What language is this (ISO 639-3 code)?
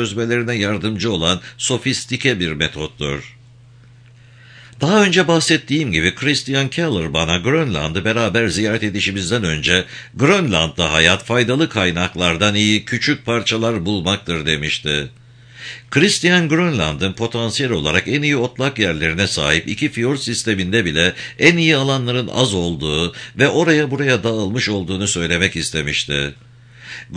tur